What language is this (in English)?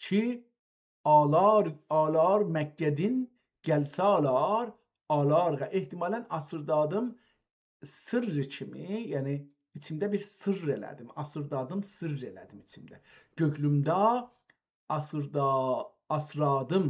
South Azerbaijani